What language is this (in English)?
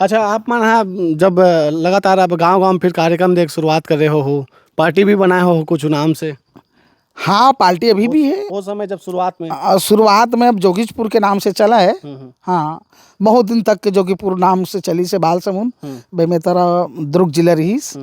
Chhattisgarhi